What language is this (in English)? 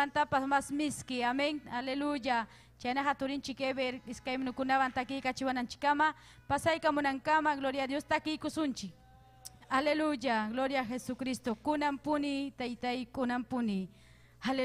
Ayacucho Quechua